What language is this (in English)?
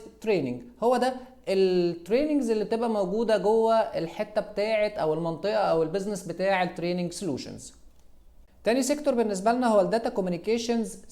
Egyptian Arabic